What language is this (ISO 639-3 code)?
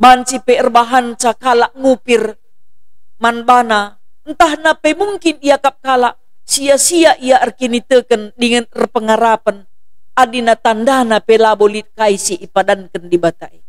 btx